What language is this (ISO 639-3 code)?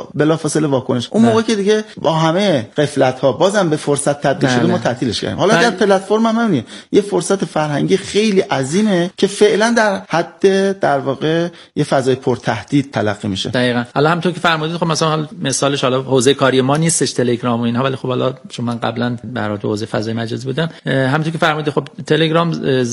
fas